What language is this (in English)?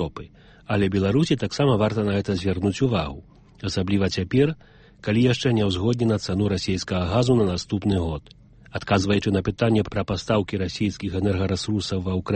Belarusian